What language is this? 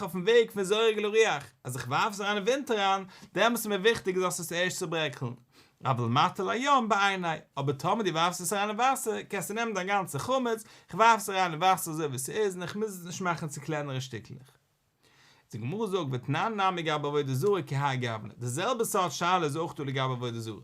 Yiddish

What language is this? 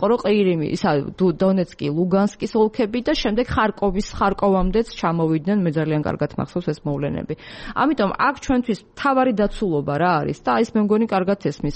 Georgian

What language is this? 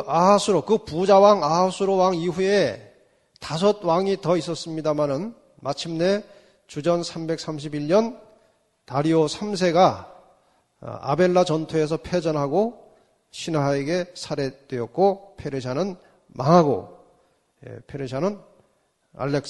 Korean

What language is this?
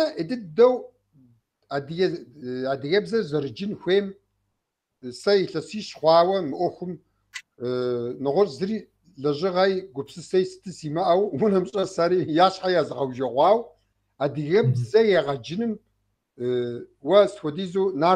Kabardian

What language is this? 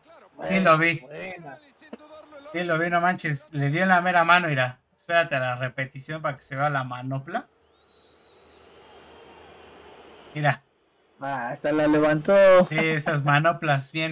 Spanish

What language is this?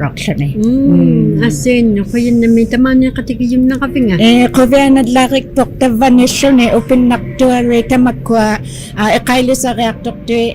Inuktitut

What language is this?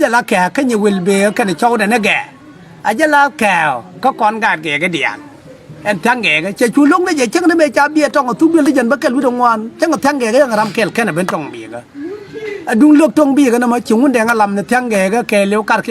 Nuer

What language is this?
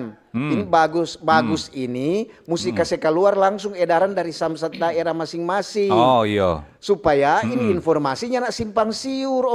Manado Malay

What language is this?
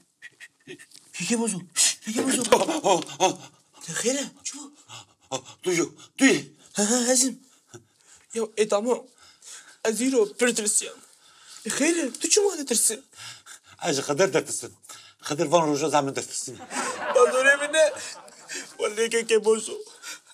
Kurdish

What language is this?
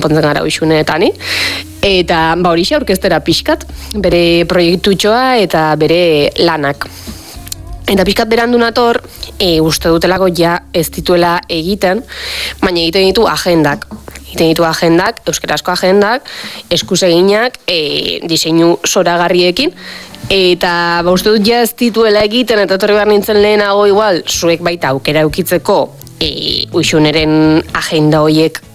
Basque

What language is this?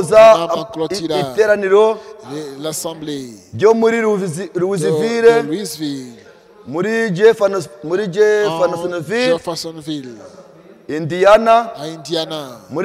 Kinyarwanda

